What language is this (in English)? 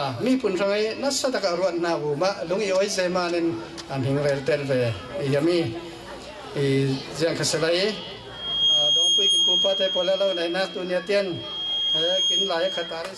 Falam Chin